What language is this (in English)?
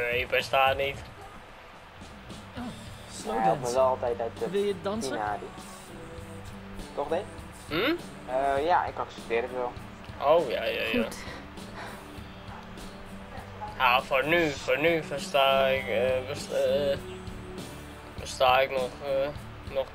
Dutch